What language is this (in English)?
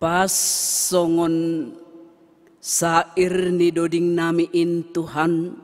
Batak Simalungun